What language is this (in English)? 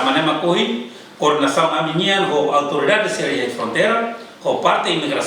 Tetum